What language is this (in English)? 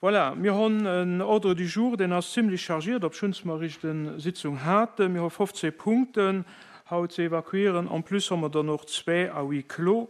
Luxembourgish